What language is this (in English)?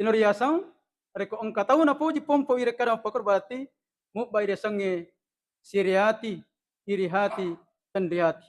Buginese